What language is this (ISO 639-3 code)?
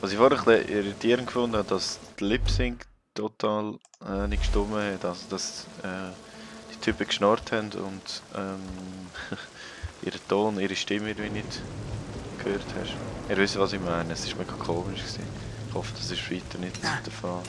gsw